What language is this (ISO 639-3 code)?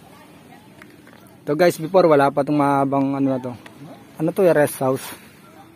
fil